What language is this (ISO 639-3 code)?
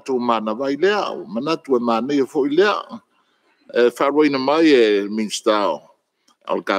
smo